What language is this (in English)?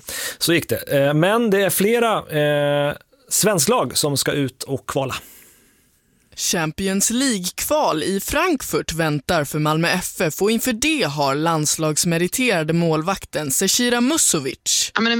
Swedish